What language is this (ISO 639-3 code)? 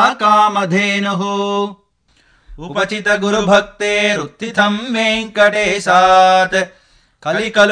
san